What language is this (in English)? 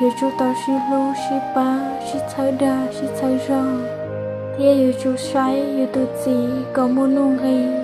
Hmong